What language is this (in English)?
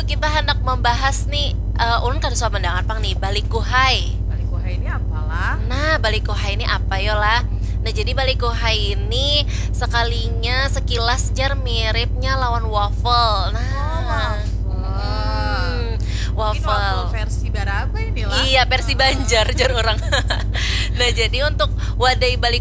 Banjar